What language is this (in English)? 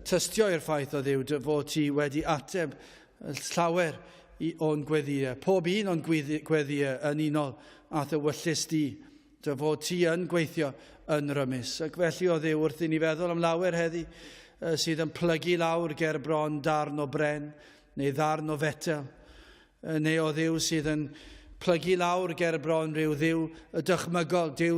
Welsh